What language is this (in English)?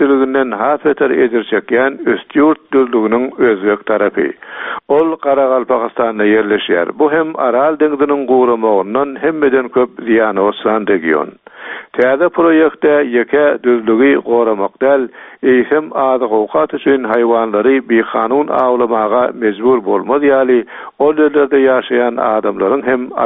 Turkmen